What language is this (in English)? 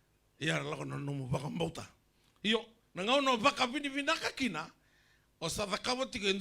Fijian